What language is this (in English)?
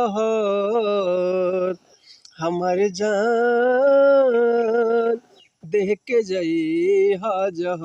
Bhojpuri